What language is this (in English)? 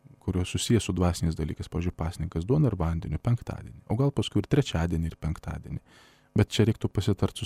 Lithuanian